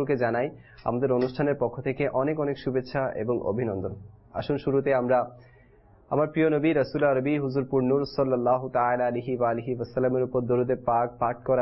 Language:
Bangla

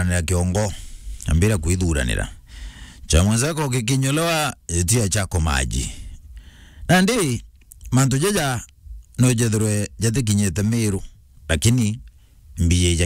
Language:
Meru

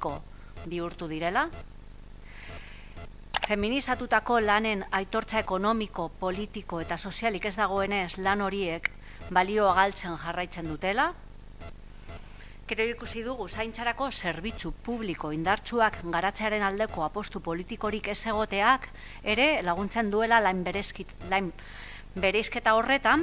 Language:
Basque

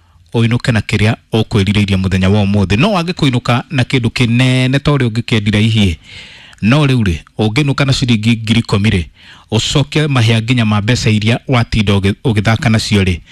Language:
Kikuyu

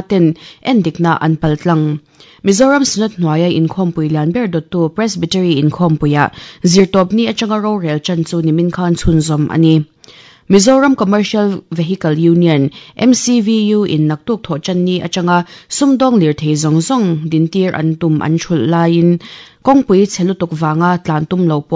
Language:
Mizo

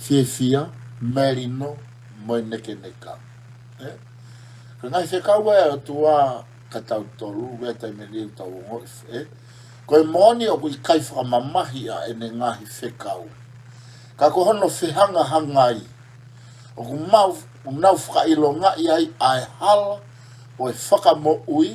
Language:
Tongan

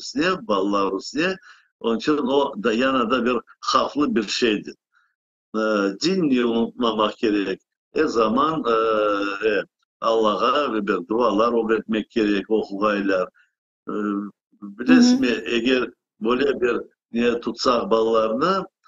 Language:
Crimean Tatar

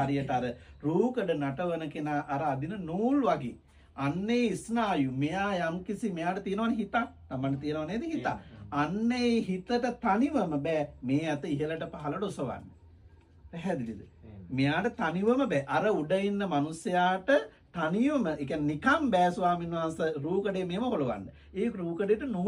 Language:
Sinhala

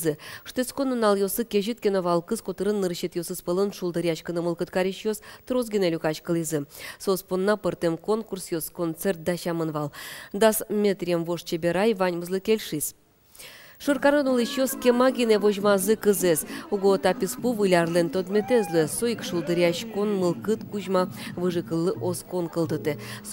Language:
Udmurt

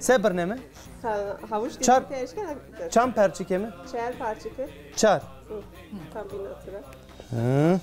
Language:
Zaza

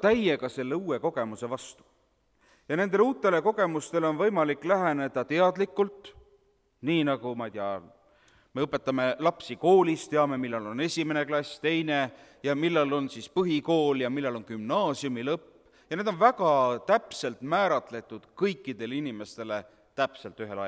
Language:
Estonian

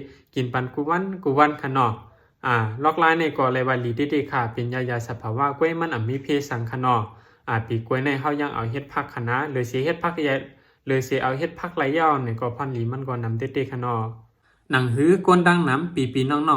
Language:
Shan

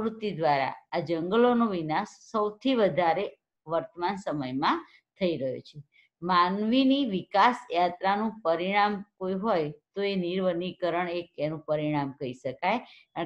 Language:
Gujarati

